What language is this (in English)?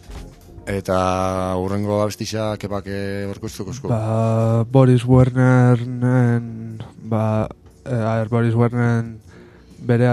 Basque